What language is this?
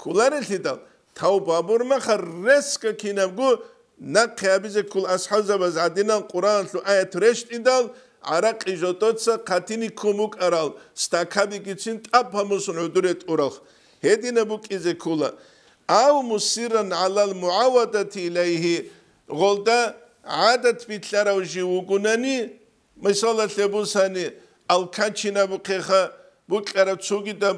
Avaric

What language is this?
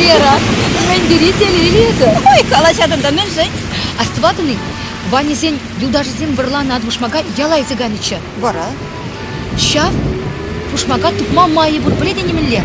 Chuvash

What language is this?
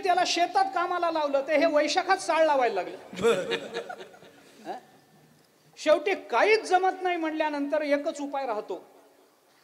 Marathi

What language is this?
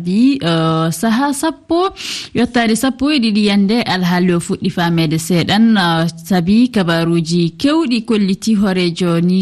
Fula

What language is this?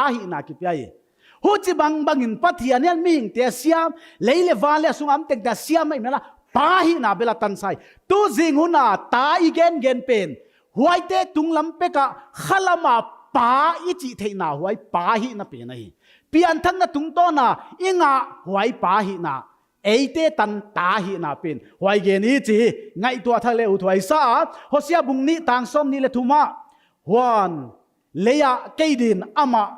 Paite Chin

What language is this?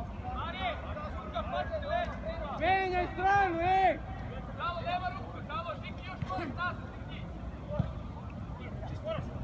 Serbian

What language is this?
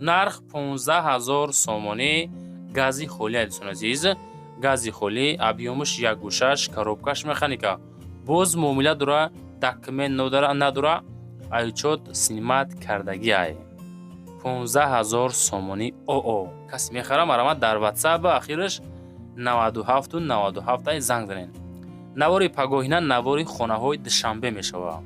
Tajik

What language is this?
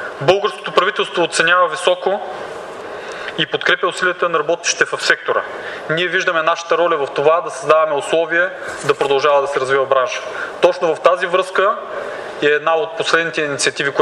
Bulgarian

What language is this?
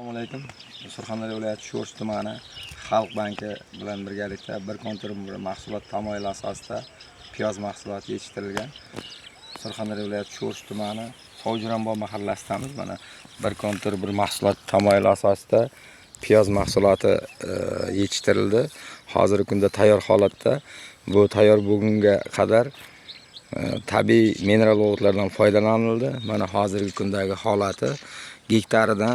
Uzbek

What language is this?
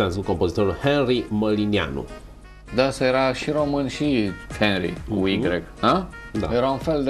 Romanian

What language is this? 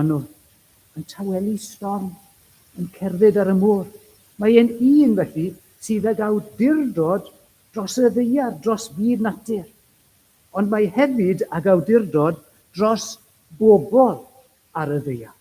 Welsh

